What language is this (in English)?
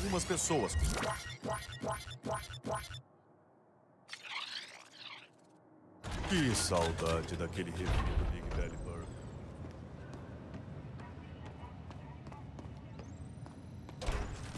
Portuguese